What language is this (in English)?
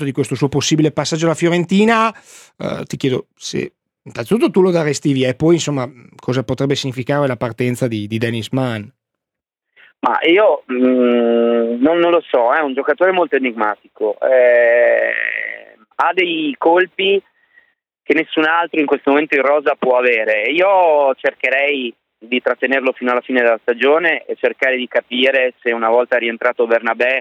Italian